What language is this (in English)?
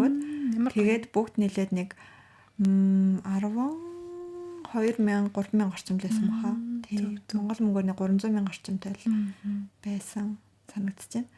Mongolian